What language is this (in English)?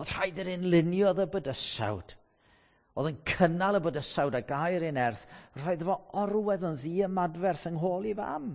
Welsh